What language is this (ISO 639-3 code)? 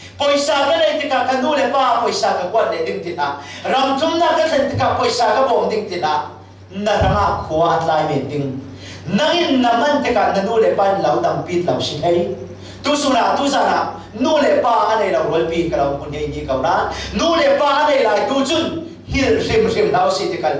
cfm